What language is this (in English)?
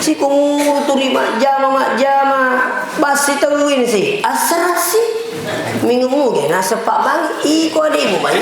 Buginese